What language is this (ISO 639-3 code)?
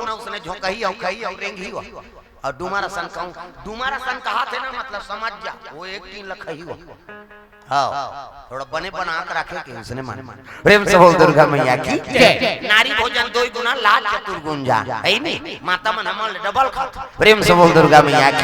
hne